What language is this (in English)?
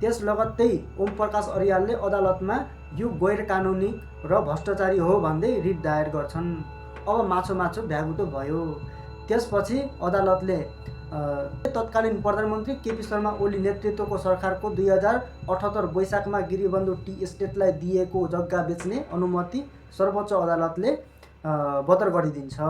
Nepali